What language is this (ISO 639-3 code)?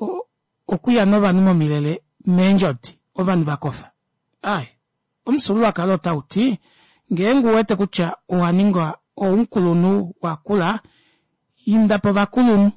kua